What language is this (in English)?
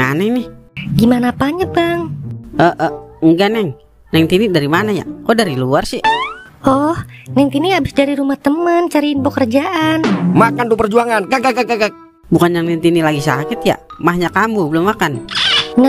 Betawi